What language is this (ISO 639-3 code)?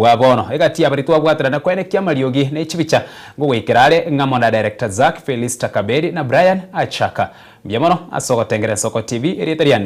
guz